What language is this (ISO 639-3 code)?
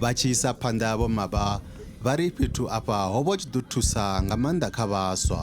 ven